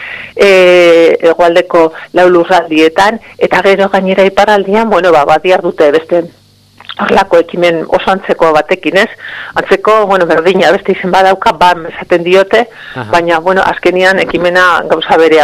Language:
Basque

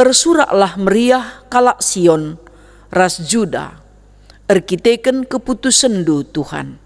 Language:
Batak Karo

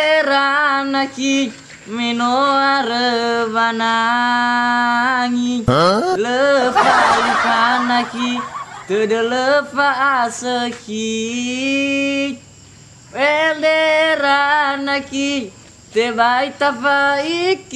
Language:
Nias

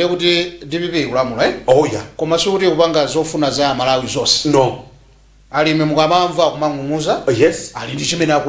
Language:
Nyanja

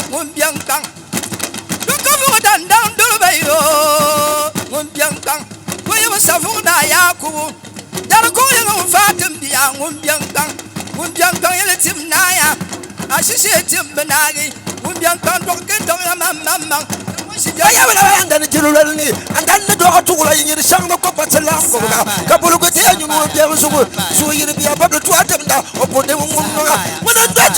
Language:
Dagbani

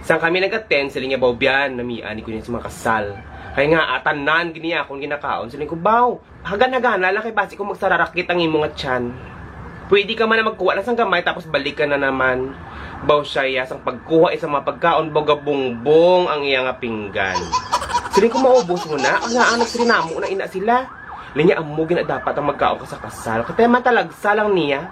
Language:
Hiligaynon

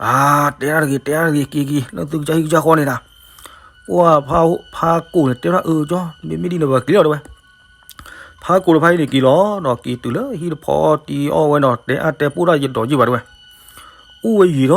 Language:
S'gaw Karen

